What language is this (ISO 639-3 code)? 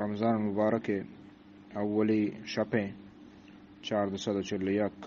bgp